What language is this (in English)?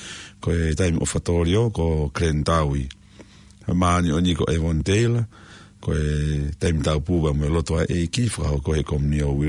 Tongan